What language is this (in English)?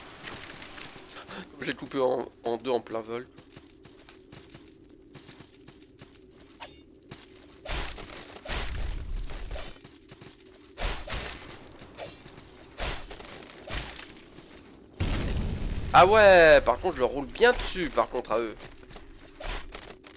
French